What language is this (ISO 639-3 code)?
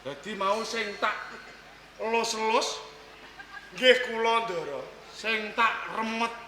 jav